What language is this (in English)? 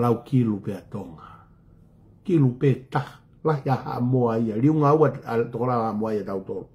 Tongan